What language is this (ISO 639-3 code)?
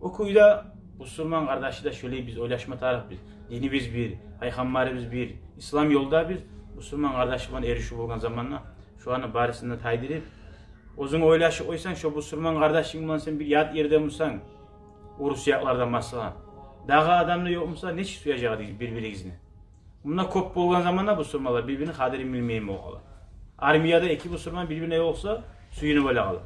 kum